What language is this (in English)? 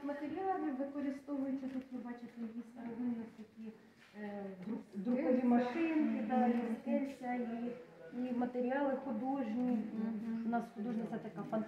Ukrainian